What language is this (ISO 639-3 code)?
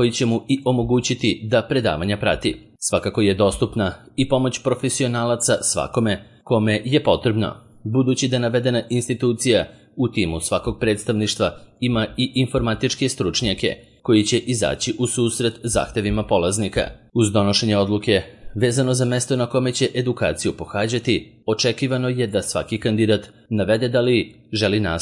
srp